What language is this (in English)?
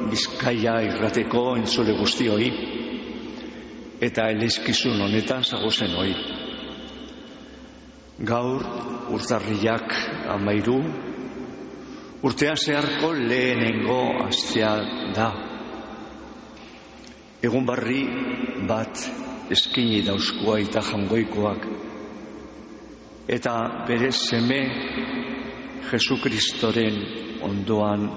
Basque